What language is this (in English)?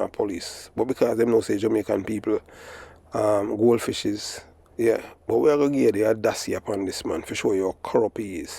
Jamaican Creole English